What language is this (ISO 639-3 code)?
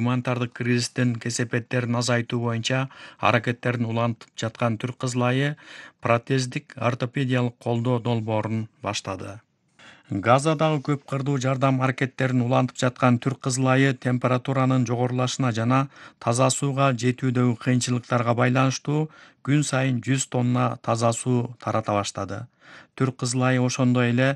kir